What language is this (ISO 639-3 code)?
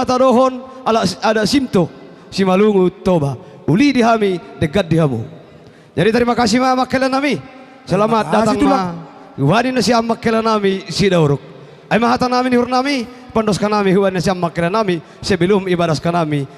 bbc